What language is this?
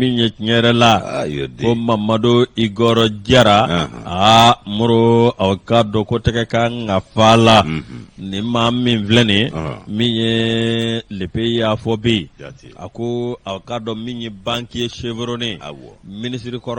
Bambara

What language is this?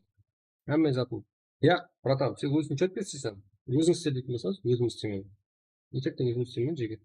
Kara-Kalpak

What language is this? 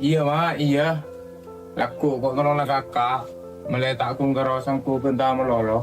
Madurese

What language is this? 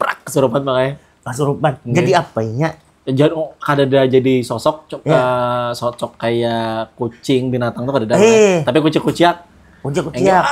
Banjar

